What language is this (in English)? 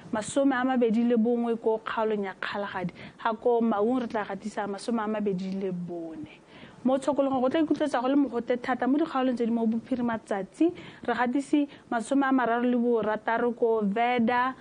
Tswana